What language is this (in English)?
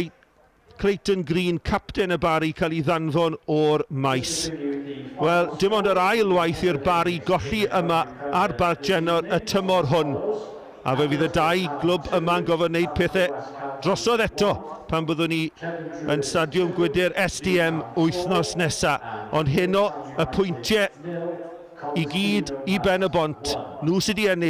Welsh